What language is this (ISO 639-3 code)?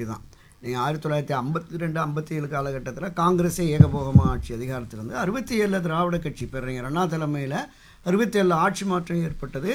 tam